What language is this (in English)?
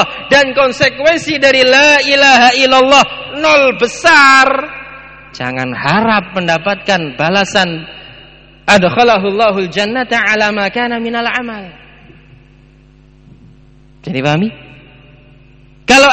Indonesian